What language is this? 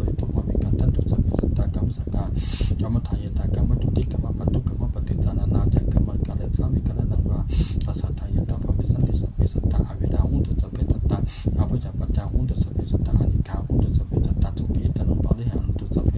Pali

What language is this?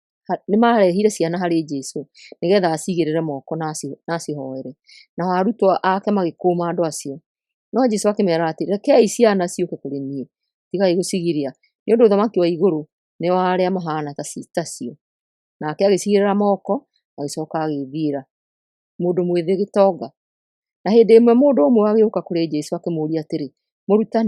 Kikuyu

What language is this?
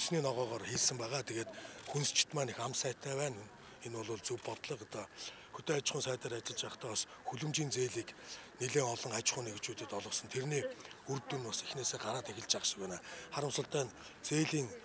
Mongolian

